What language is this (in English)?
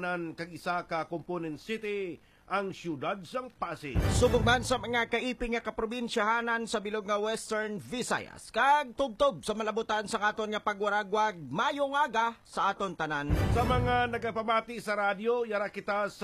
Hiligaynon